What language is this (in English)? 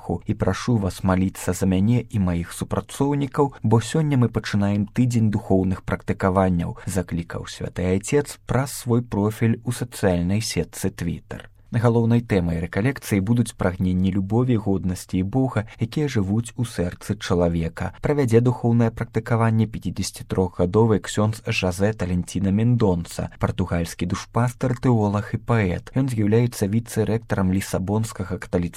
Belarusian